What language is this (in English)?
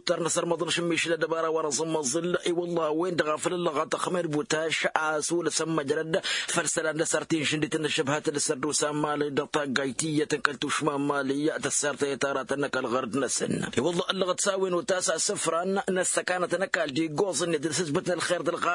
Tamasheq